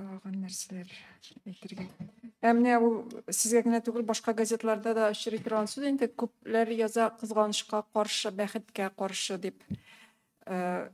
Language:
Tatar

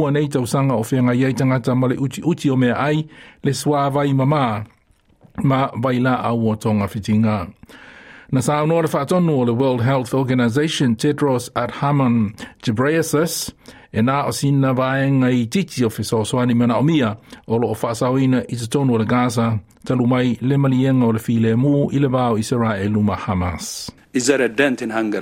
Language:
Samoan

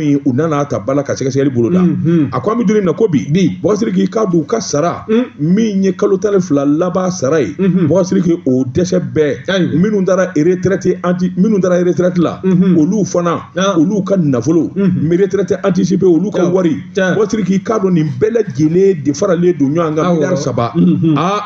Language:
Bambara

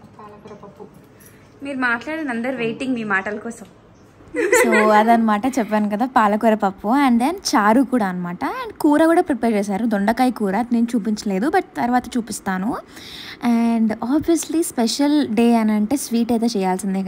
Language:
Telugu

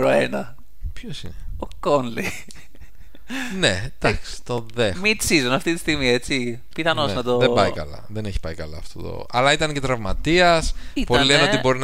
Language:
Greek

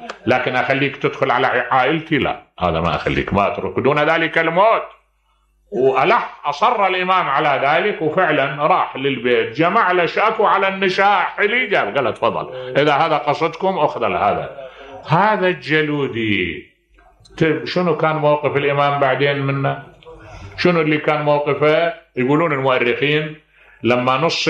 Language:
Mesopotamian Arabic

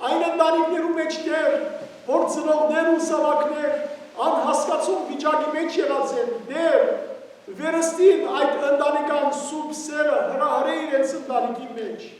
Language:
Western Armenian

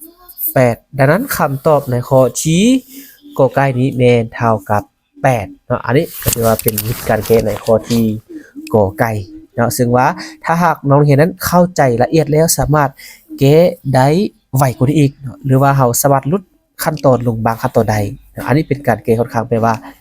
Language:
Lao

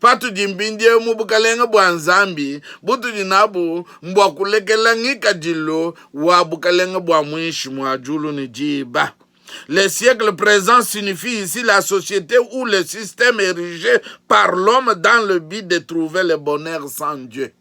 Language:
Luba-Lulua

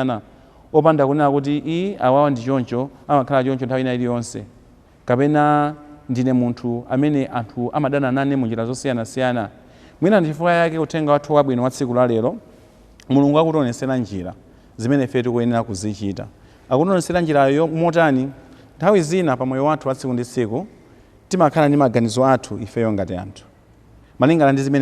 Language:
Nyanja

